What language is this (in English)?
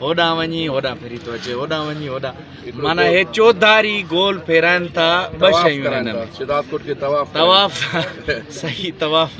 Sindhi